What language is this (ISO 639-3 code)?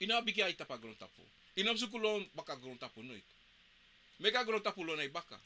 srn